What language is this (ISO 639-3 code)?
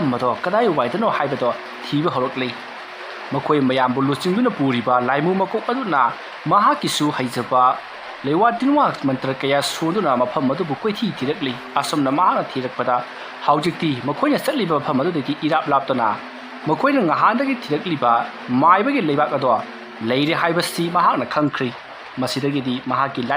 mni